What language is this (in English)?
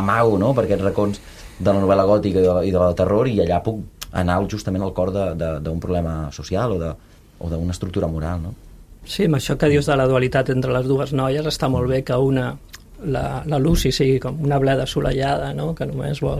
Catalan